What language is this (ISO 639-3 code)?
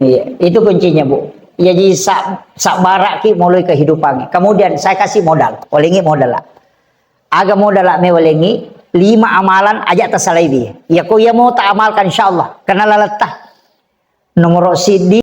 bug